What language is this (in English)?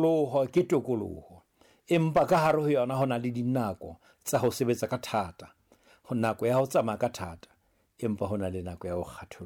Southern Sotho